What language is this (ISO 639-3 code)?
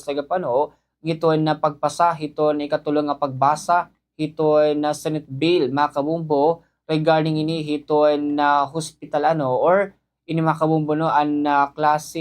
war